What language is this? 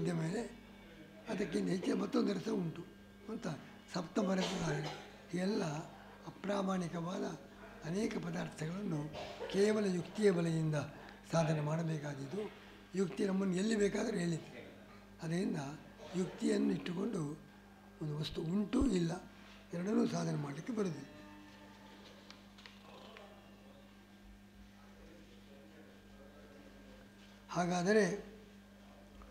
Kannada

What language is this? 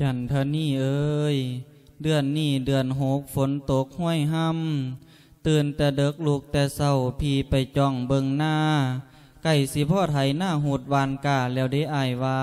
Lao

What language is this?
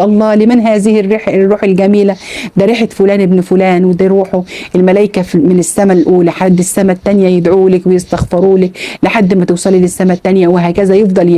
Egyptian Arabic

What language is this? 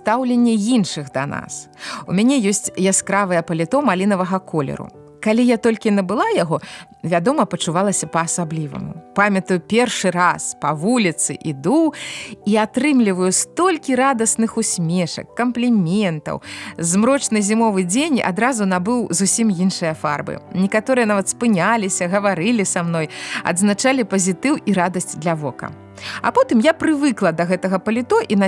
Belarusian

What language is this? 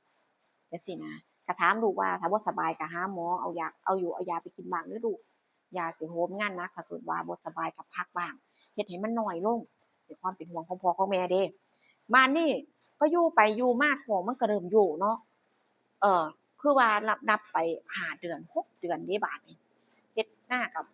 Northeastern Thai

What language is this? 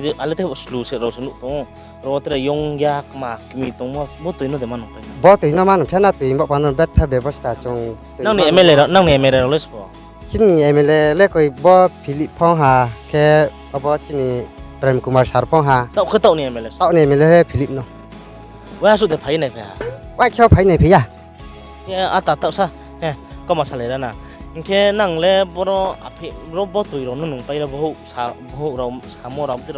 Riang (India)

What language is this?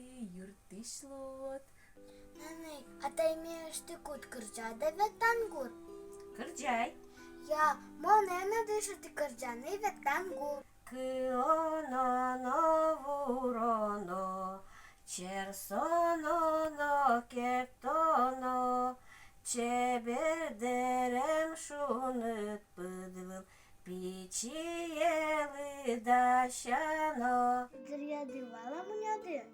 Udmurt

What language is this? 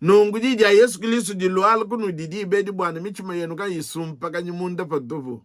Luba-Lulua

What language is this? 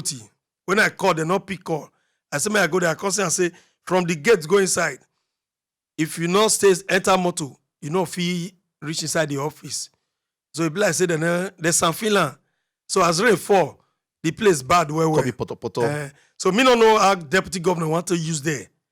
Nigerian Pidgin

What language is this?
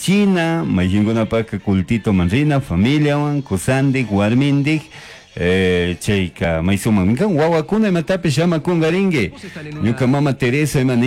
Chimborazo Highland Quichua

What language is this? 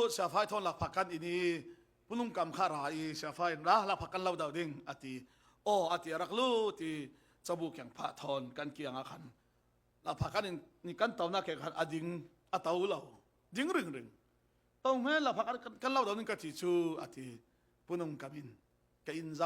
Falam Chin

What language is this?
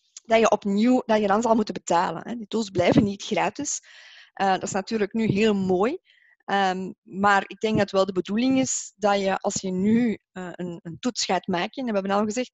Dutch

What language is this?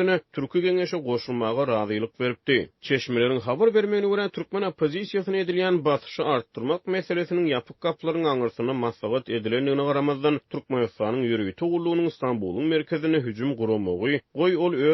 Turkmen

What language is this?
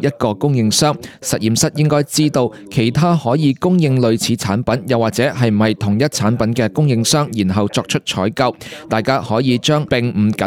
Cantonese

